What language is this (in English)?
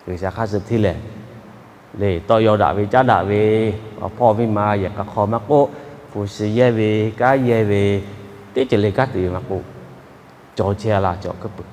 Lahu